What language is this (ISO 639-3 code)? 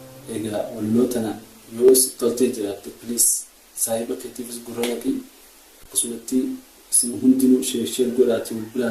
orm